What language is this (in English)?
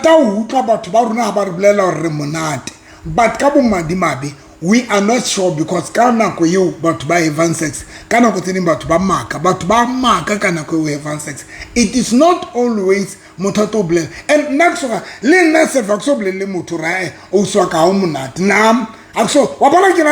Southern Sotho